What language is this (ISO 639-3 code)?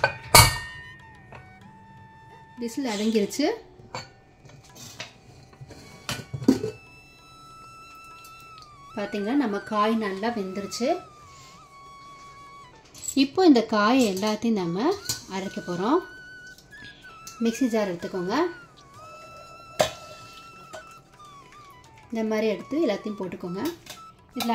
tam